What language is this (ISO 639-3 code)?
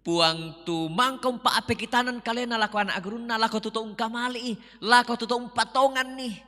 sda